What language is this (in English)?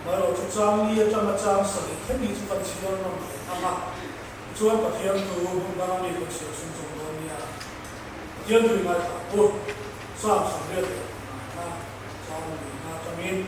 Mizo